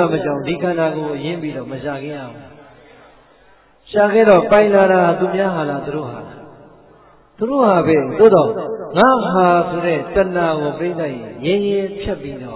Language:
Burmese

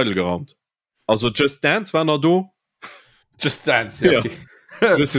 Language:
Luxembourgish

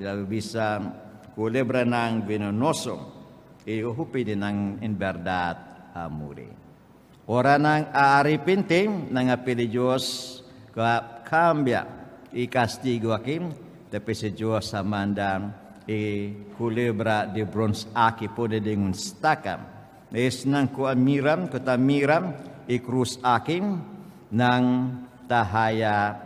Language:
Papiamento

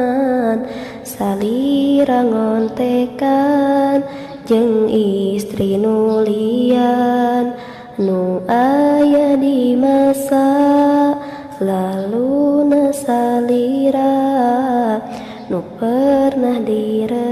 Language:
Sundanese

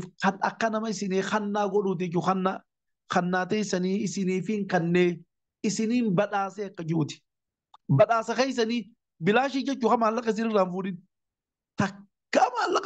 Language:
Oromo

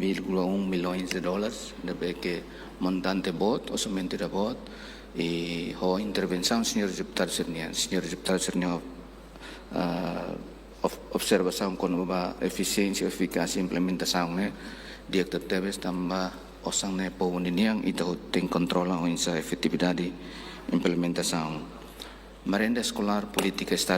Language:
Tetum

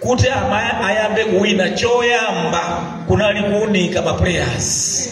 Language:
Nyanja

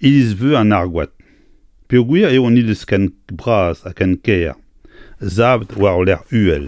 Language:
Breton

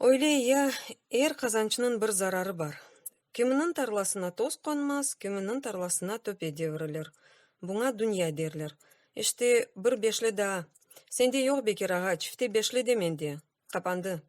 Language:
Crimean Tatar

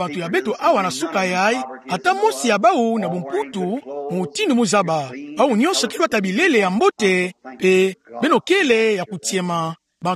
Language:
Kituba (Democratic Republic of Congo)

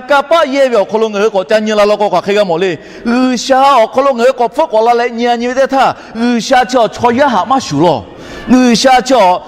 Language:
Lahu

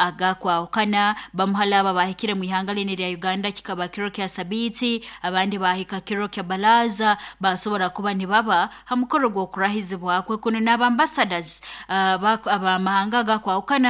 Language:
Nyoro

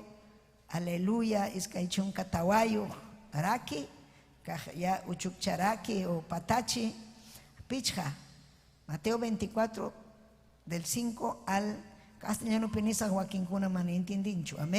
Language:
Ayacucho Quechua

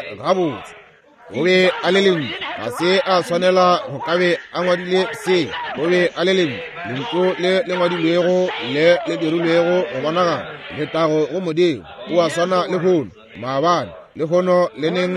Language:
Northern Sotho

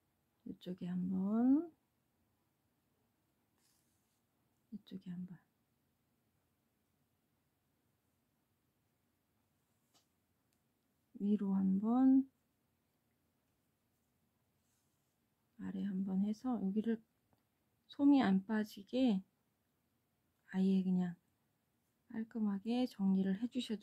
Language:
Korean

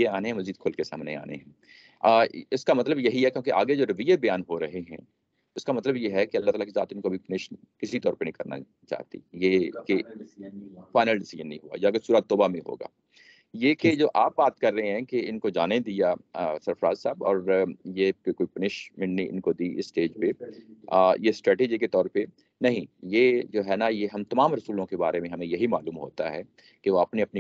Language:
Urdu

